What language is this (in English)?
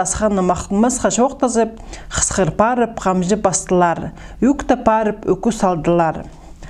Khakas